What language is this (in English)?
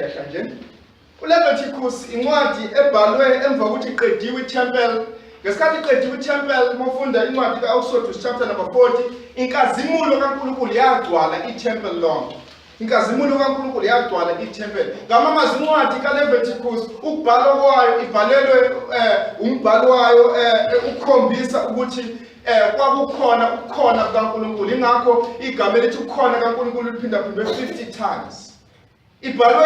Zulu